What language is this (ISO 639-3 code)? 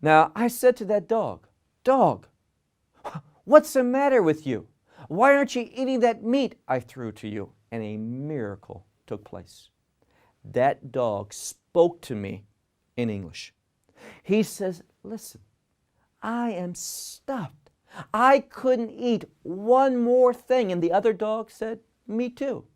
eng